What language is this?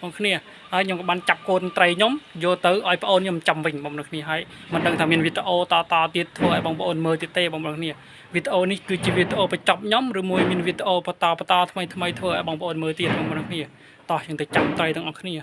Khmer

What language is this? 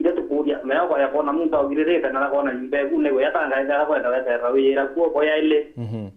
Meru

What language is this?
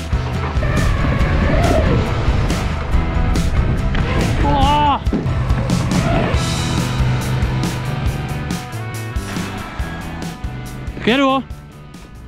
Czech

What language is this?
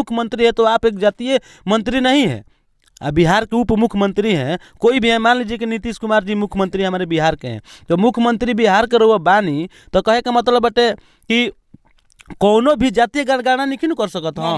Bhojpuri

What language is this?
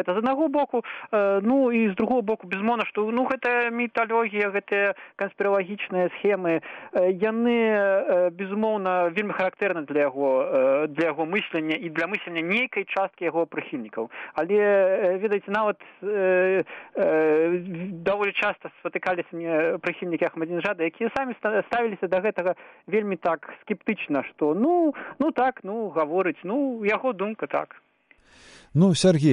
Belarusian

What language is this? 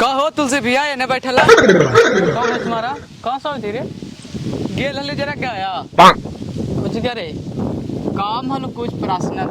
Magahi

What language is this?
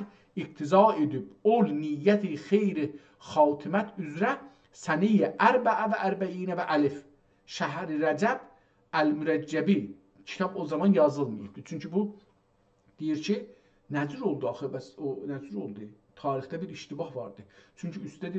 South Azerbaijani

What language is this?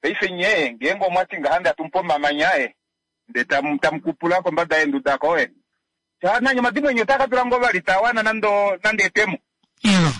Kuanyama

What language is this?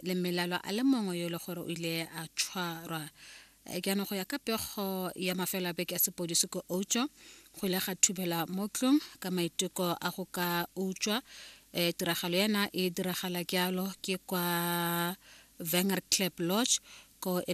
Tswana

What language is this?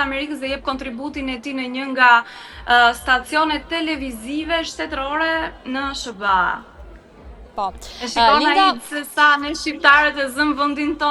Albanian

